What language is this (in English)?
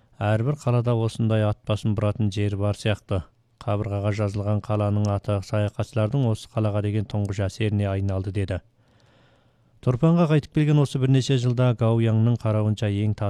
Kazakh